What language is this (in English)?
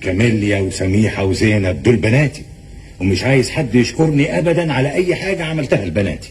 Egyptian Arabic